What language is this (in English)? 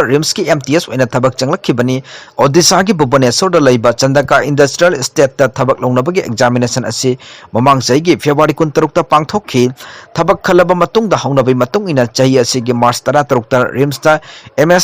Manipuri